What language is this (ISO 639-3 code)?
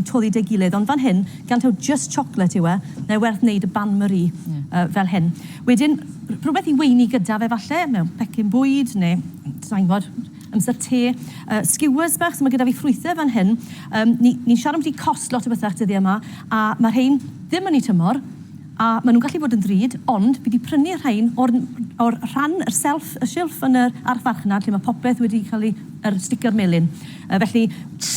cym